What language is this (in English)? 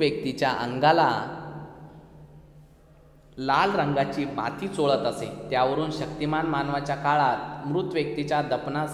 Marathi